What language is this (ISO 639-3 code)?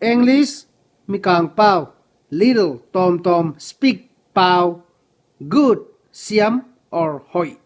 ctd